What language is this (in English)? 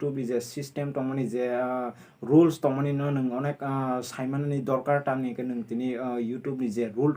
Kok Borok